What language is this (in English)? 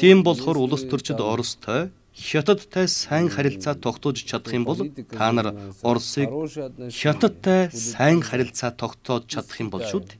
Mongolian